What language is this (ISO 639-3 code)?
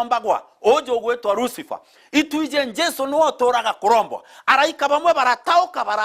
mer